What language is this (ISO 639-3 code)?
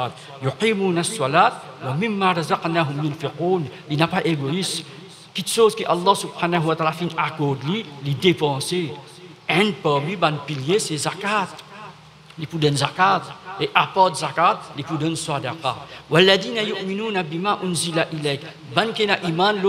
mfe